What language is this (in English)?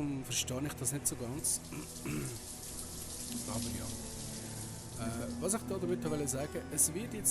Swiss German